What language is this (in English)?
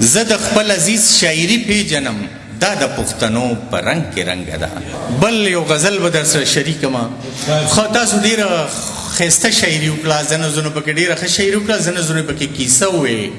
Pashto